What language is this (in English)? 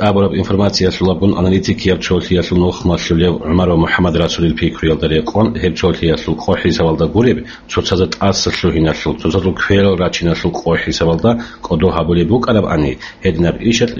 Avaric